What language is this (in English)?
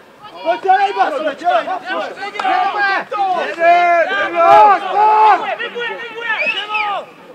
Czech